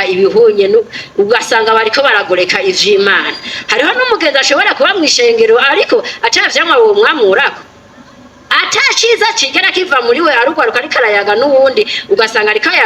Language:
Rundi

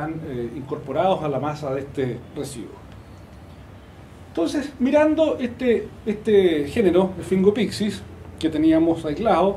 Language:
Spanish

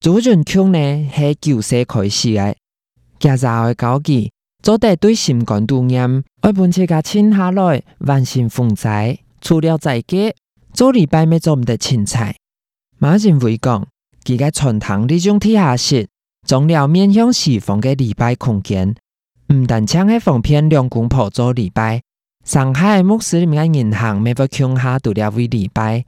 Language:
Hakka Chinese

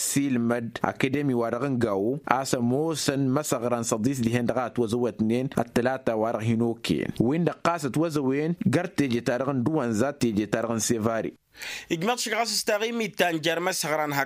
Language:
Tamasheq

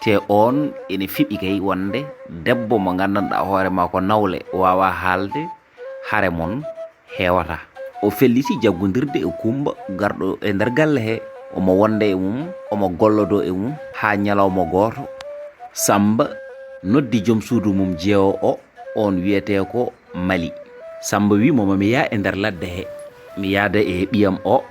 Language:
Fula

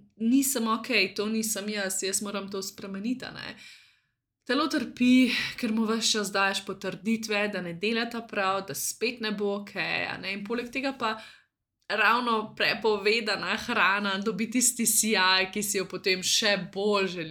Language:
Slovenian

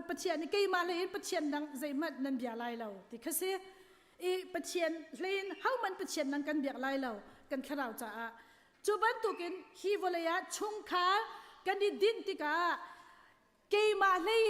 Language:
Hakha Chin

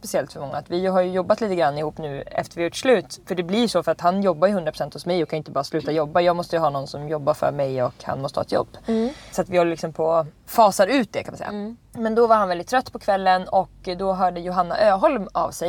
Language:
Swedish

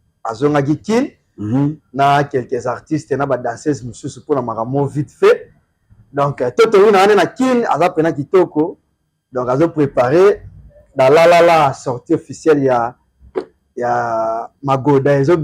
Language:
Lingala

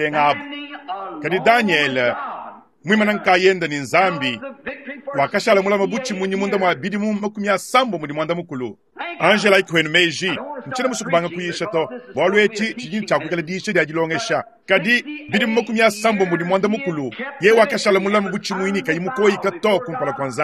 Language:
Luba-Lulua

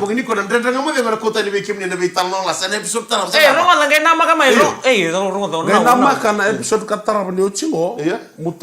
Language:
Fijian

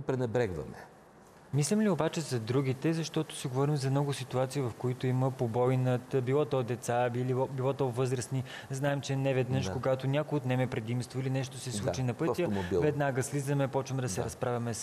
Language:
Bulgarian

